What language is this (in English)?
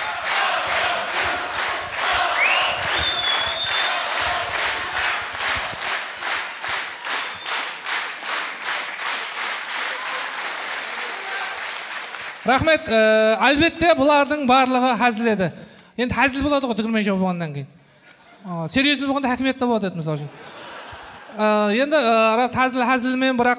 Kazakh